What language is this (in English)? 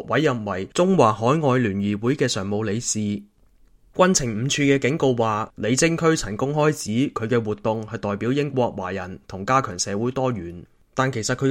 Cantonese